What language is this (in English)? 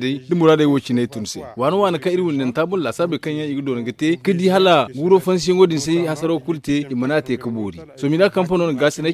Zarma